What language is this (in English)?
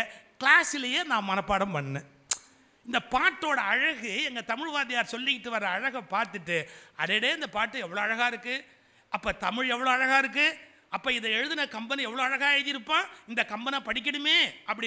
Tamil